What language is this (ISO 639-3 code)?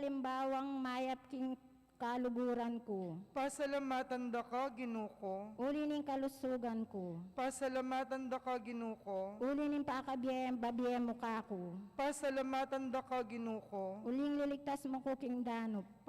pam